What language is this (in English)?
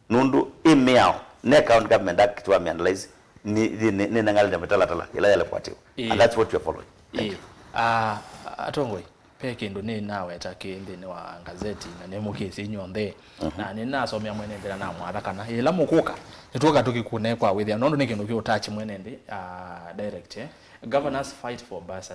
Kamba